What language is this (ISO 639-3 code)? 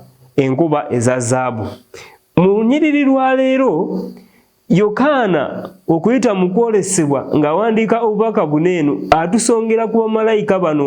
lug